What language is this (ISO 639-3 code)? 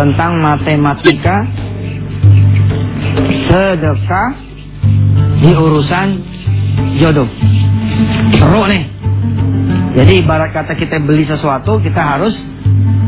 ind